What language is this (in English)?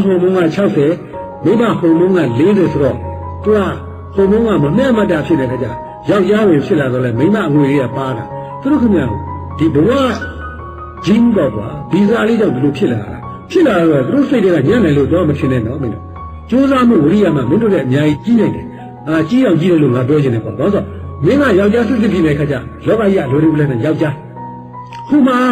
Burmese